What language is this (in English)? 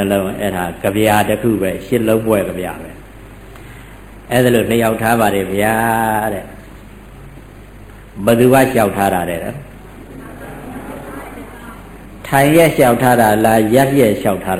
Burmese